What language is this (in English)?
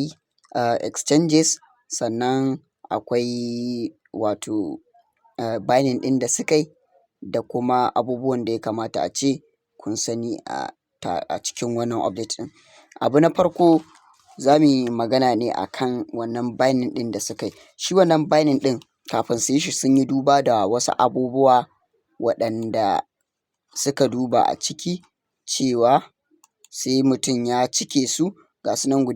Hausa